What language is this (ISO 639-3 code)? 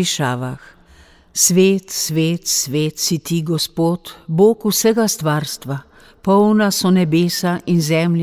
slv